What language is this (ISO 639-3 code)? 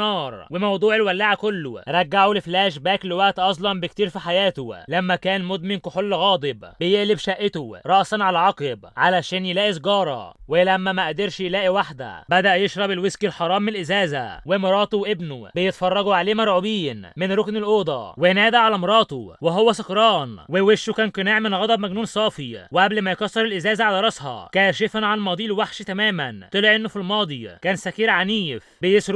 arz